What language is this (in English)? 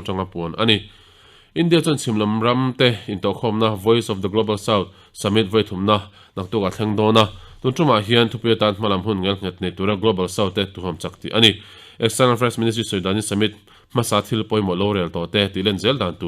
Mizo